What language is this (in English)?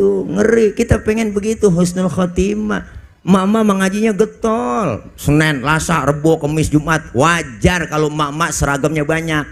Betawi